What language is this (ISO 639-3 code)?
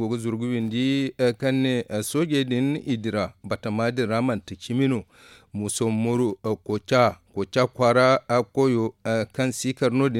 dje